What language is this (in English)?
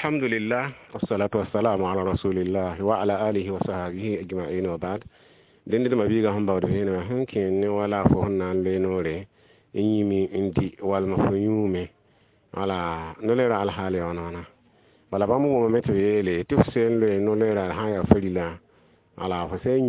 Mossi